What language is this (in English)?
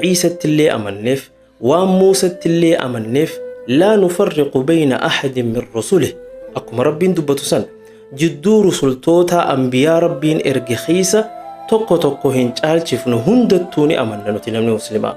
Oromo